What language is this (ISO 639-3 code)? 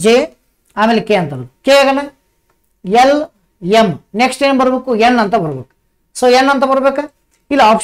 kan